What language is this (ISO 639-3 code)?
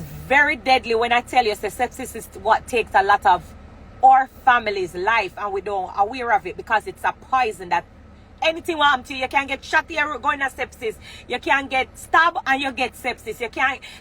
jam